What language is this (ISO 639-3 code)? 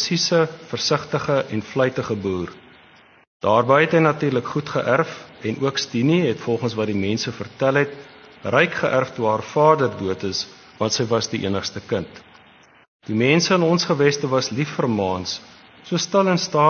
afr